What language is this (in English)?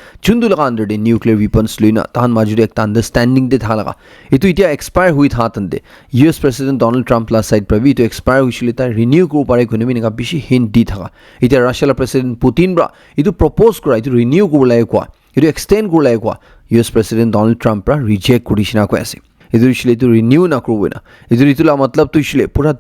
Naga Pidgin